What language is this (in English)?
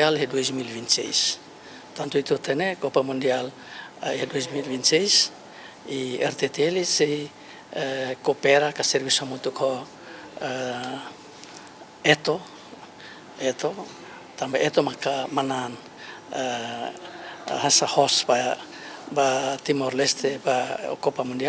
Tetum